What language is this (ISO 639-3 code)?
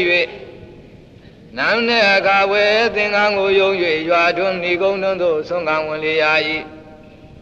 mya